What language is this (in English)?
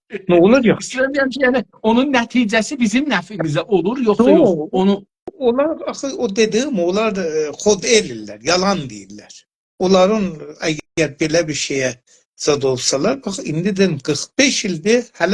South Azerbaijani